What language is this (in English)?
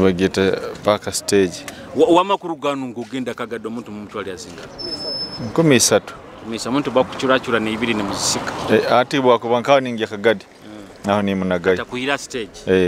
Nyoro